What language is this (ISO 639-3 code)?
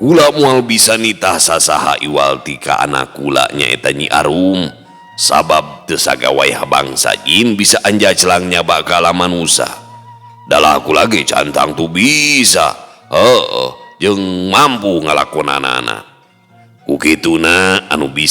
sun